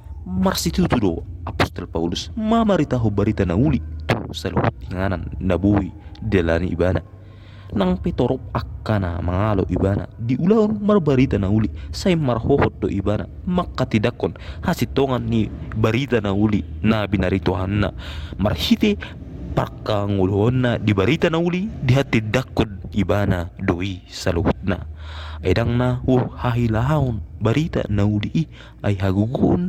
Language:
Batak Toba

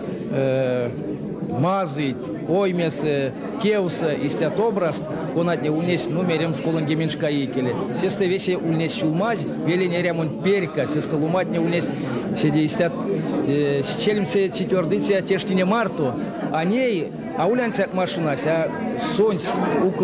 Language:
Erzya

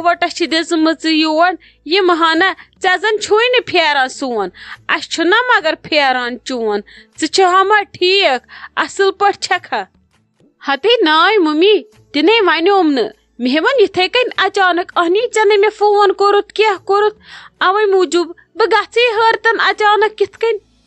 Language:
Kashmiri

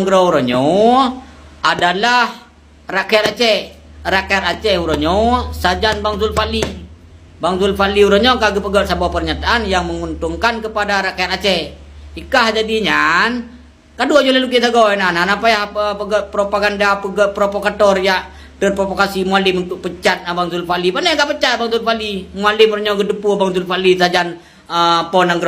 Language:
Achinese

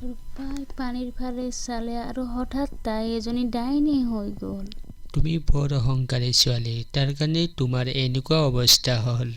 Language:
Assamese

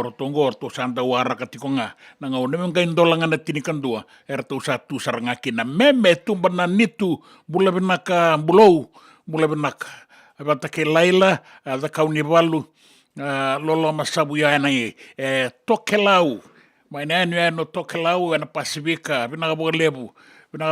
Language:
Fijian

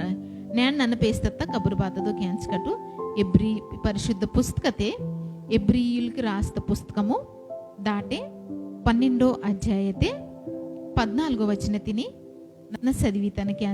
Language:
Koya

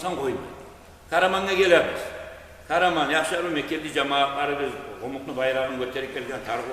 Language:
Kumyk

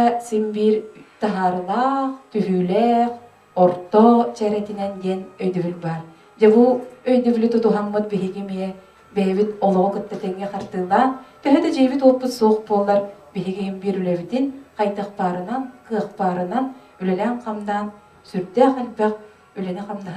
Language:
Yakut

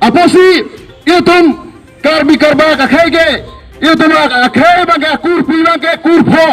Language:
Karbi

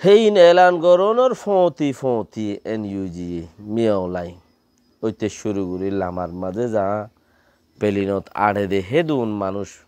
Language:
Rohingya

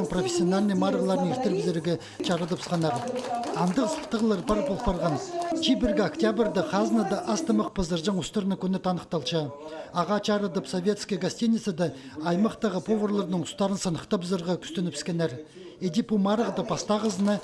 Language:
Khakas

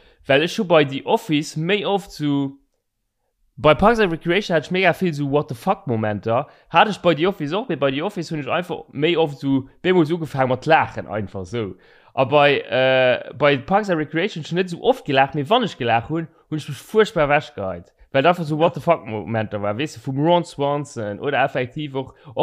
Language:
Luxembourgish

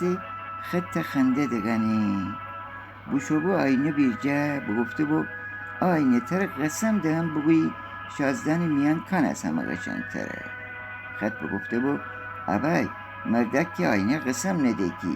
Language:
Gilaki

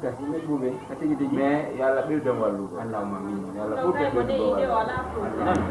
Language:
Fula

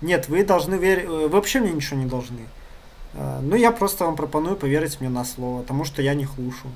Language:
Belarusian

